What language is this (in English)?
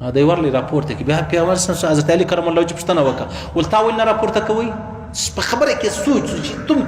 Pashto